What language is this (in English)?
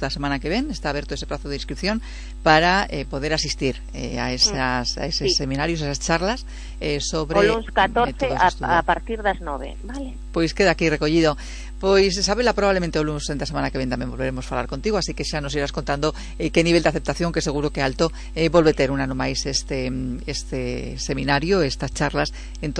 Galician